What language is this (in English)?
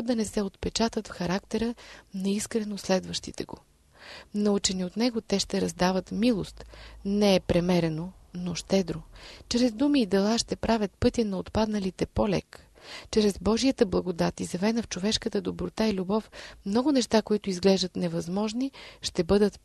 Bulgarian